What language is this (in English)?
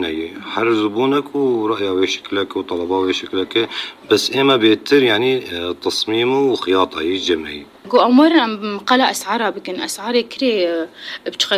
North Levantine Arabic